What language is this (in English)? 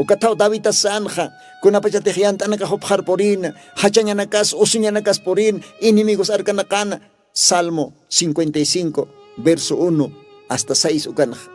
Aymara